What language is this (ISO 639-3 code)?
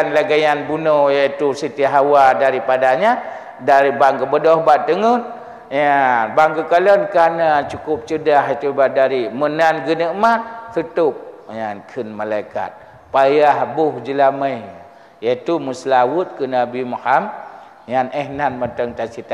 ace